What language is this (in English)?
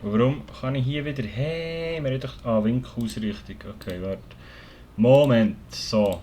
Swiss German